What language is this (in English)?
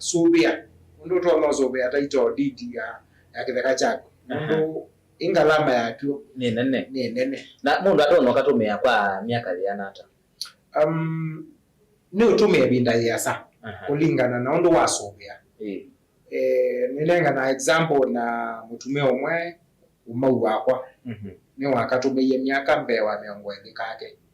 Kamba